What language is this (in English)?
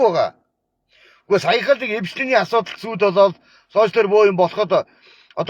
Mongolian